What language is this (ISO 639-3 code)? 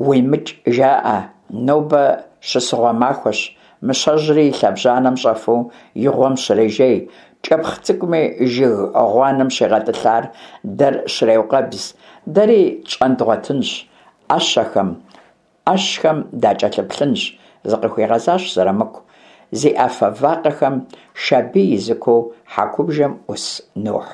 kbd